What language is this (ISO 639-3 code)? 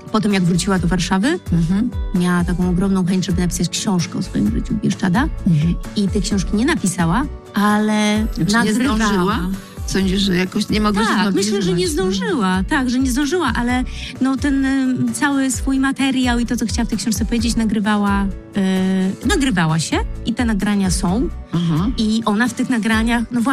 pol